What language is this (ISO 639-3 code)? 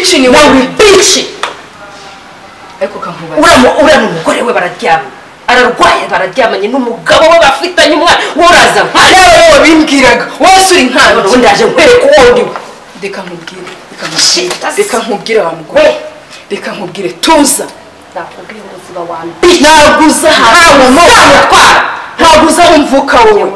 kin